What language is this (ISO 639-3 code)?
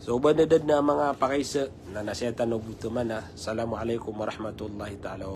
mrw